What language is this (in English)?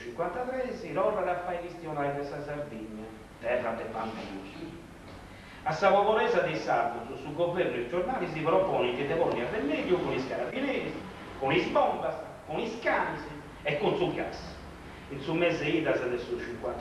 Sardinian